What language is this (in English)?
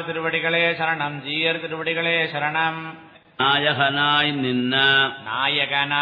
Tamil